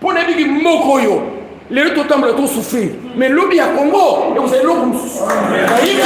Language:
Lingala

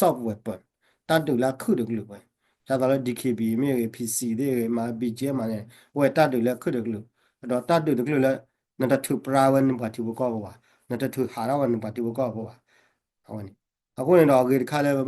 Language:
S'gaw Karen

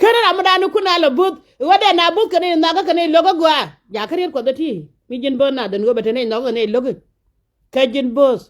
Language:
Nuer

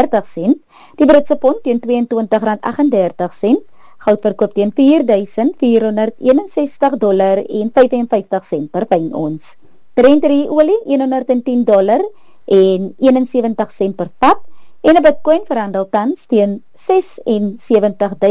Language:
Afrikaans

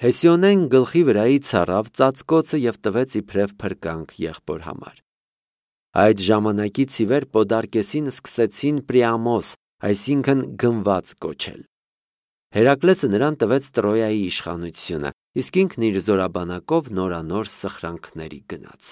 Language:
Armenian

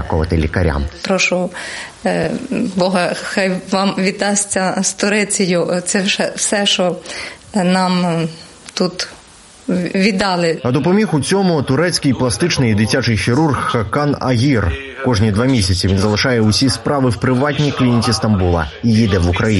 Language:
Ukrainian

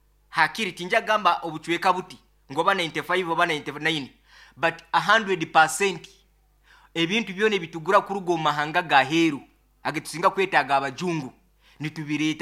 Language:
Nyoro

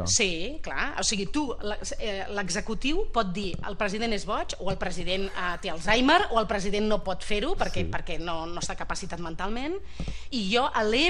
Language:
Catalan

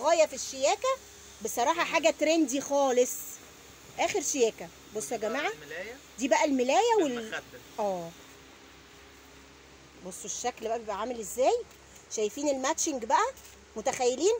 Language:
Egyptian Arabic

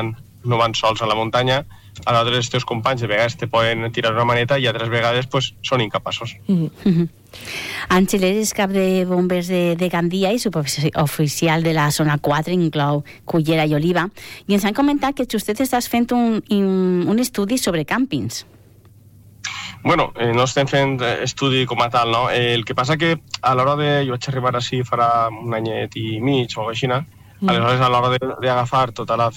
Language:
Catalan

